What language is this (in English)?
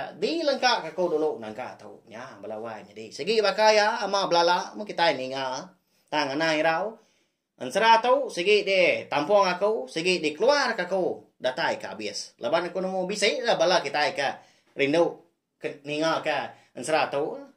Iban